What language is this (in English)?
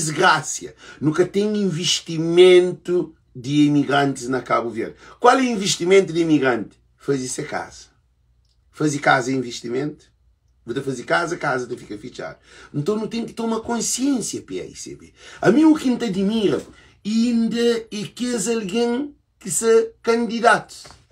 Kabuverdianu